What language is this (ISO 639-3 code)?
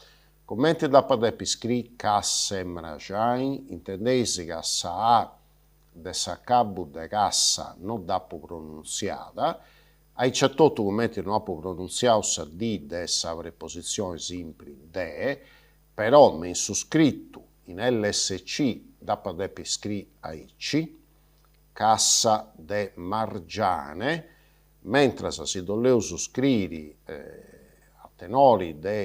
srd